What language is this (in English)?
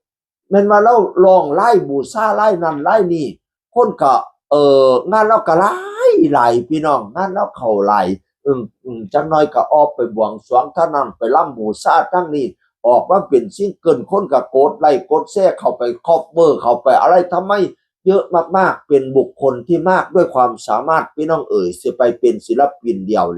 Northeastern Thai